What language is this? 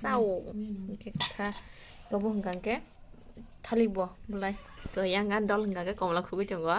Kok Borok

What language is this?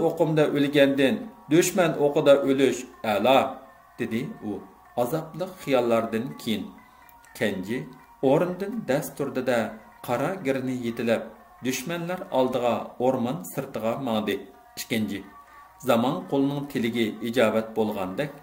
Uyghur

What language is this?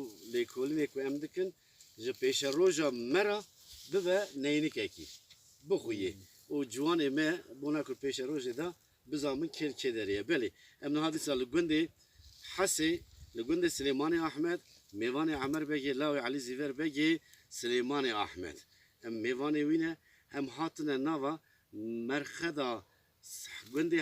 Kurdish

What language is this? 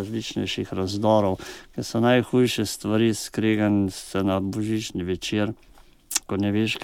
Slovenian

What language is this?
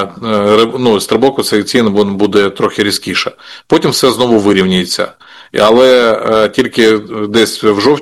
Ukrainian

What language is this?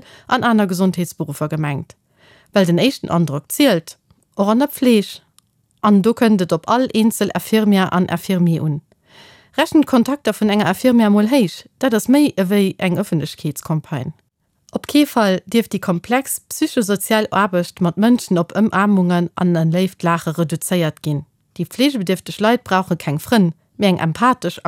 Luxembourgish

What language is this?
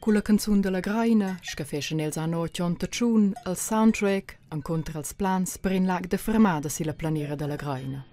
Romansh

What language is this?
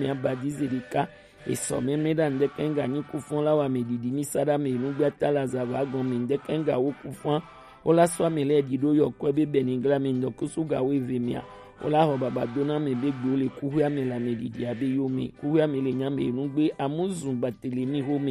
Gen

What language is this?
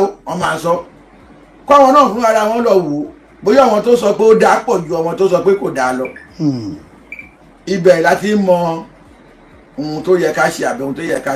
Yoruba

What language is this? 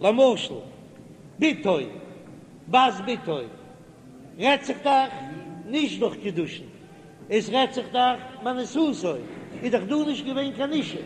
Yiddish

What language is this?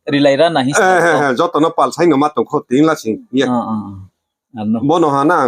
Riang (India)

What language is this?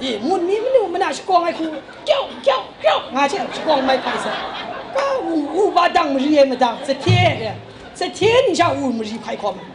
Kachin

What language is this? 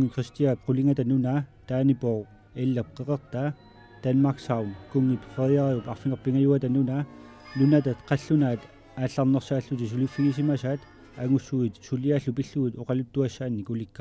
Kalaallisut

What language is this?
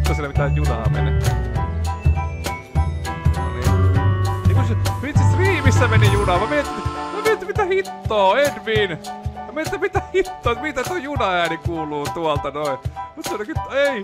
Finnish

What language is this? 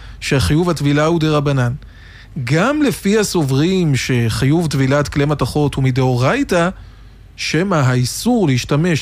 Hebrew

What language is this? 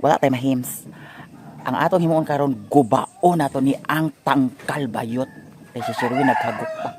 Cebuano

